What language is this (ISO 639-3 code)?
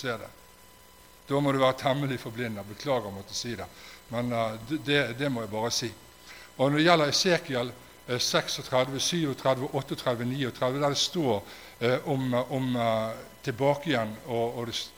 nor